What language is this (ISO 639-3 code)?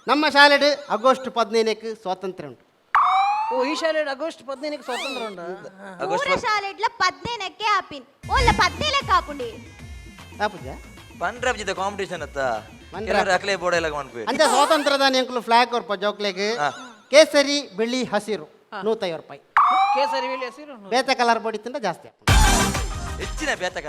tcy